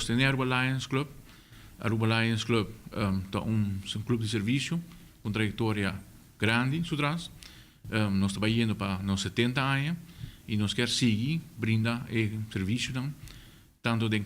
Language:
Papiamento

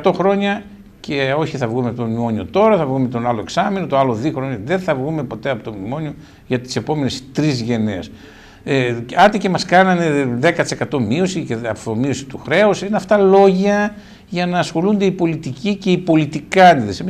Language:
Greek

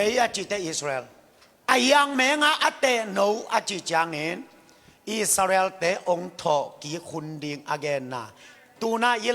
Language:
Tedim Chin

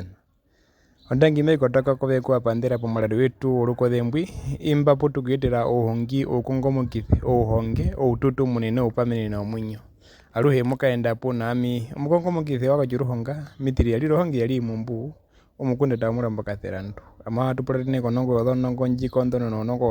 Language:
Herero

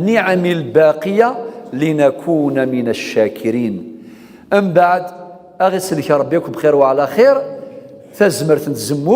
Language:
Kabyle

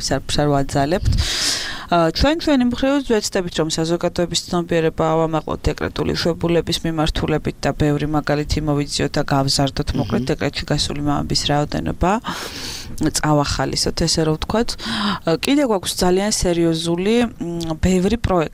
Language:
Georgian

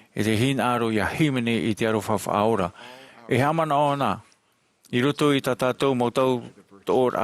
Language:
Tahitian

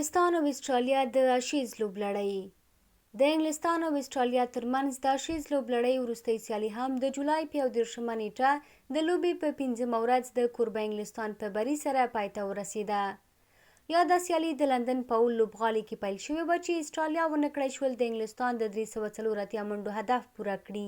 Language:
Pashto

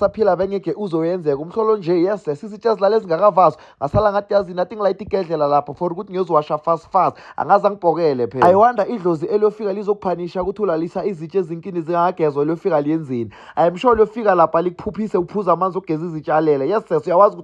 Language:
Zulu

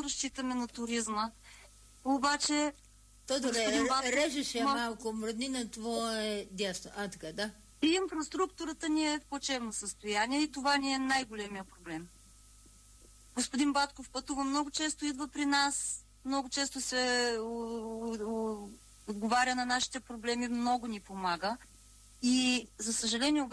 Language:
Bulgarian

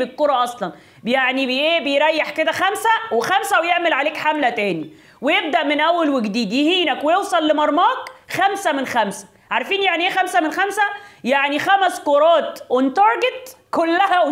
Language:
Egyptian Arabic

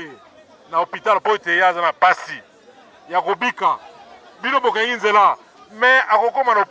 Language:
Lingala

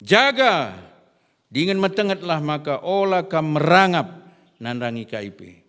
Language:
Batak Karo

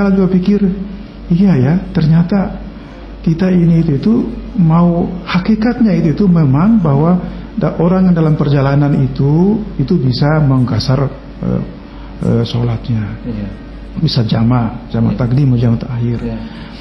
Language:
Indonesian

